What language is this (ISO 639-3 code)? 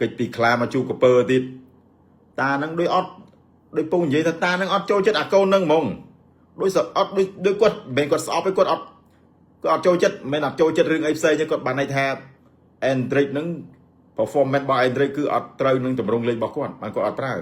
khm